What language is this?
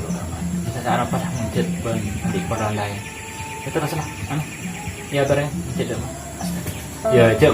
Madurese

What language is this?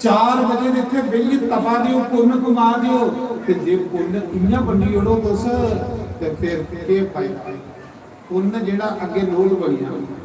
Dogri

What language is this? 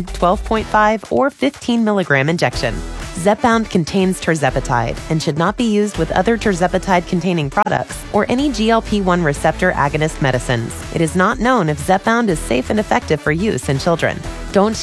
English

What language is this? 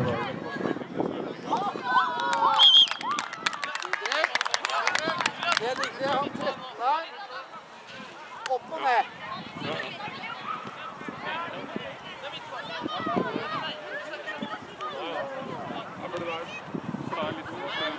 Norwegian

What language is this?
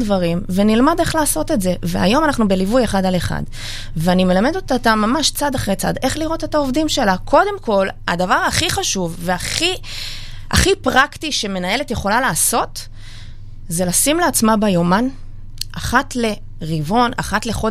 Hebrew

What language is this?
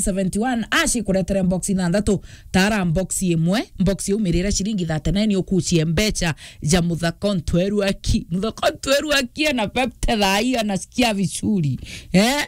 Meru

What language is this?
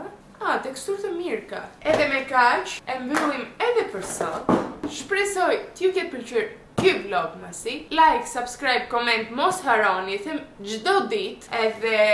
Albanian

